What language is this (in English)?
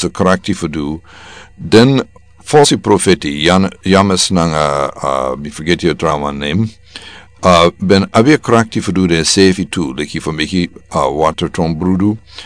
Sranan Tongo